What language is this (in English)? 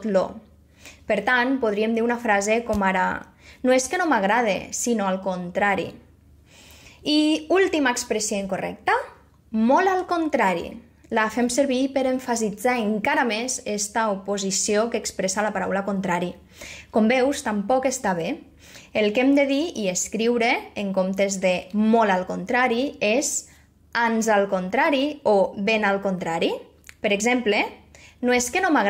Catalan